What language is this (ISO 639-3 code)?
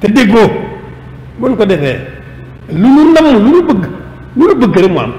wol